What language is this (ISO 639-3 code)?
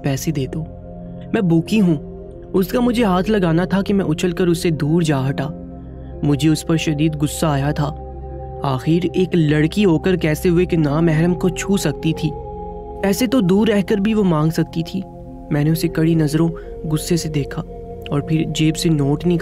urd